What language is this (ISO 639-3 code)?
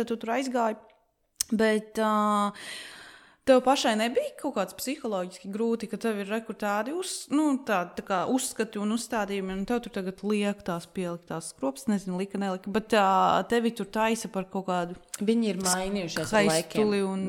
lav